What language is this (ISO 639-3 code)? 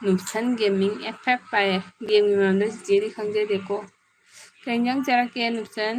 mni